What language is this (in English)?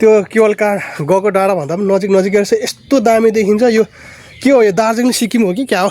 Nepali